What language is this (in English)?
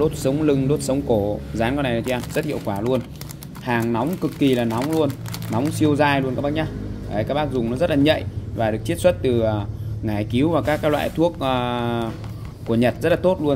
Vietnamese